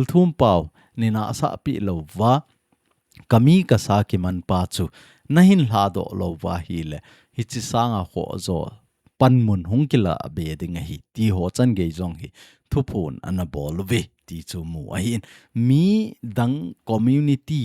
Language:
Thado Chin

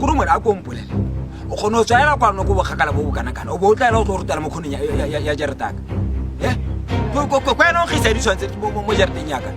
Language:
Tswana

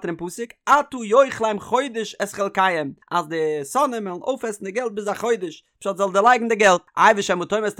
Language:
Yiddish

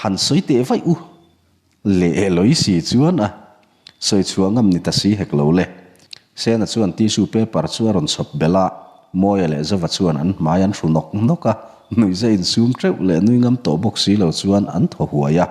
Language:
Mizo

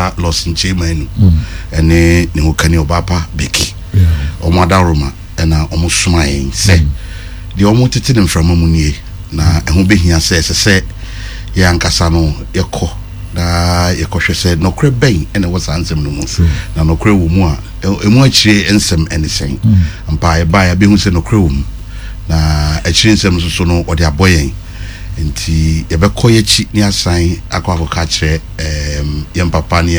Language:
Akan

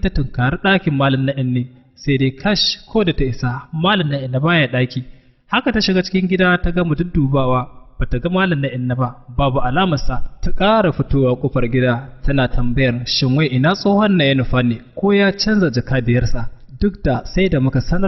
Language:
Hausa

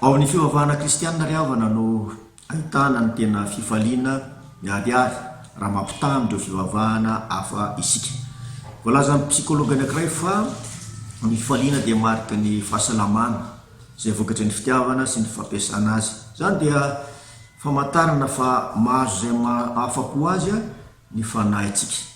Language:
Malagasy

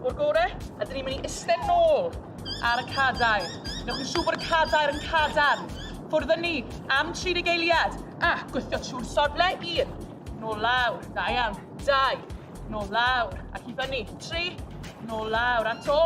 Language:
Welsh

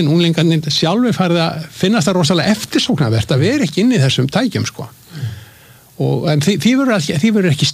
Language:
Icelandic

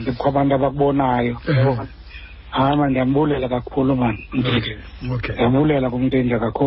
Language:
Xhosa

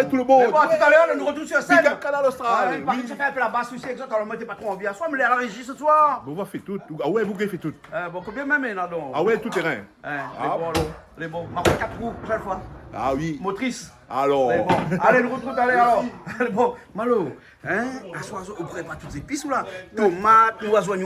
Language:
Réunion Creole French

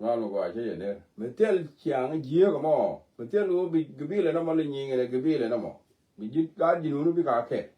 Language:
Nuer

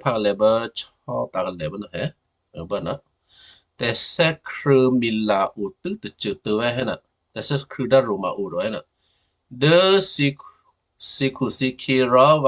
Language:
Western Kayah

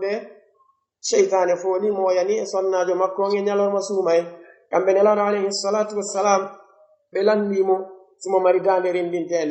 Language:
Pular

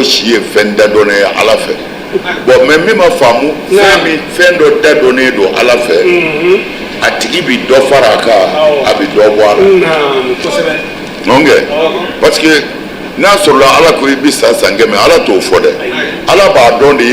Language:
Bambara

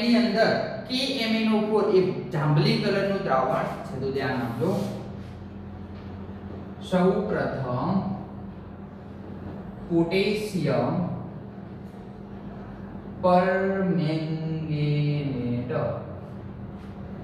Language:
Gujarati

